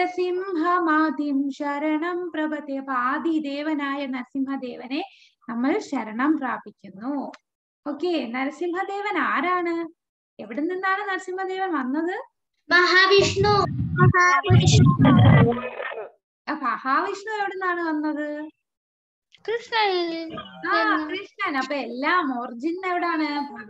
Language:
Malayalam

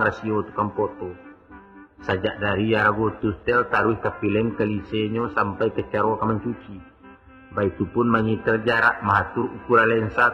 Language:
Minangkabau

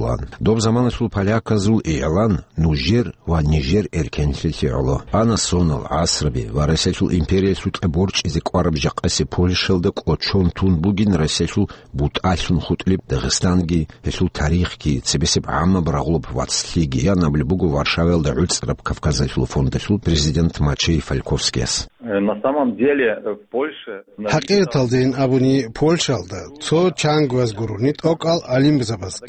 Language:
Avaric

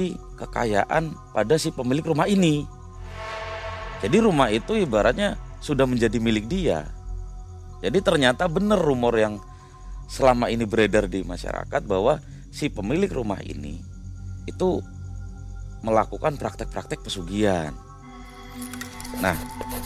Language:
Indonesian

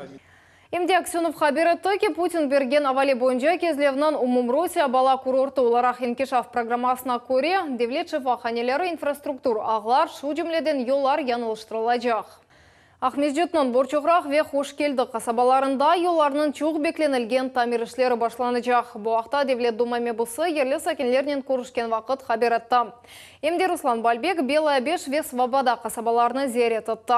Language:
Crimean Tatar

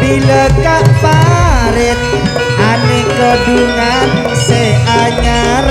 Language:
Madurese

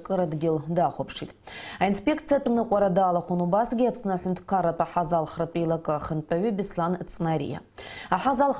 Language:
Abkhazian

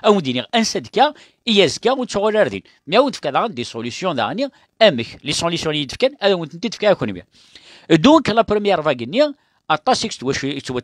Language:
Kabyle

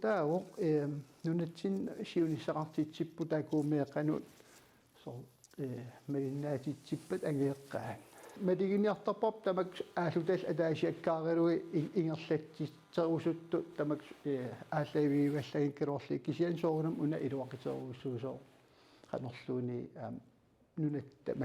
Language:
Kalaallisut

